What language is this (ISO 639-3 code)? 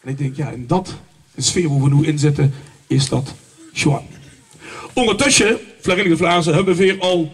lim